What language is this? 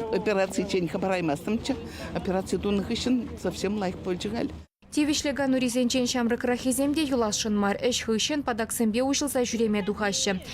Chuvash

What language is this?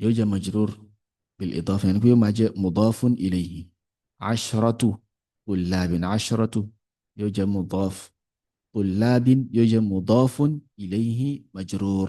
Yoruba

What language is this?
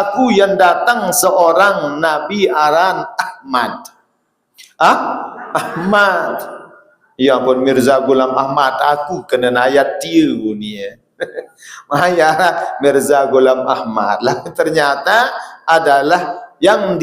Sasak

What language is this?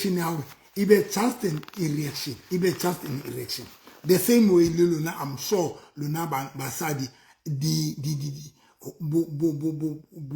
Southern Sotho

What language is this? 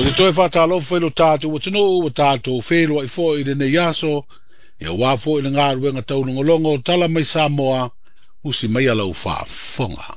Samoan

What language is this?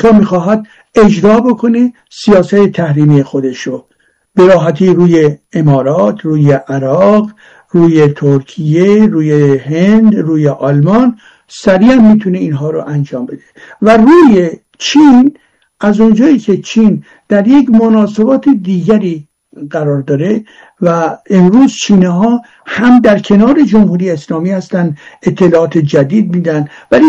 Persian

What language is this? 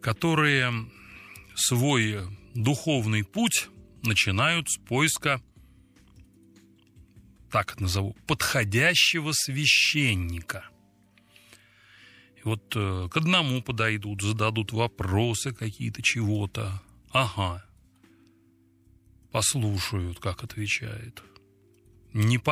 Russian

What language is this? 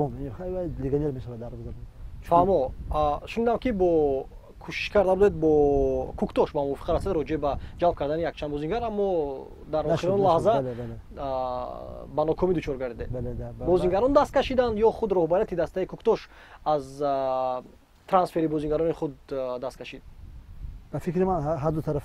Tajik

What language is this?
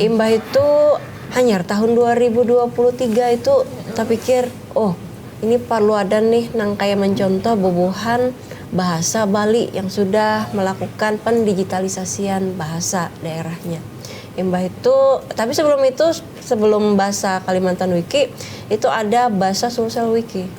Banjar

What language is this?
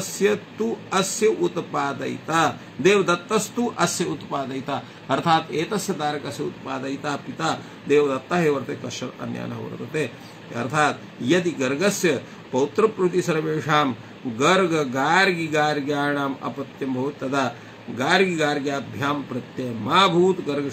Sanskrit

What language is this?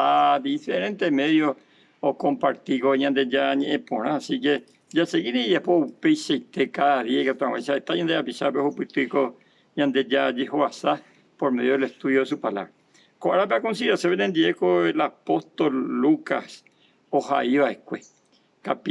Guarani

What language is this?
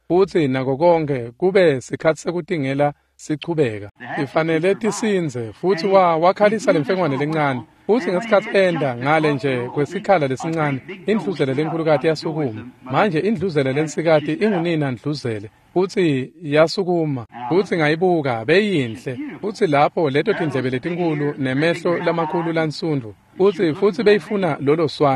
Swati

